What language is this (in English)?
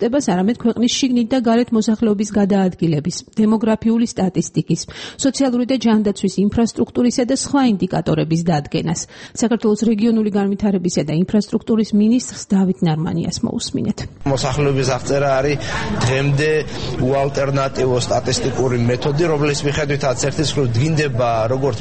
Georgian